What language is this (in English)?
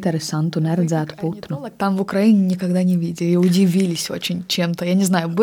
Latvian